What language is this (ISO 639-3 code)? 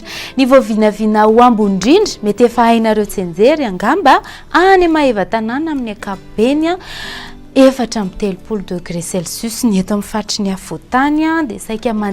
mlg